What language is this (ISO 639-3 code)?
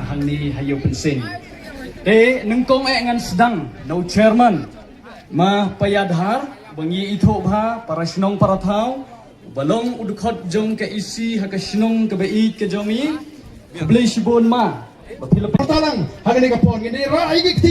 kha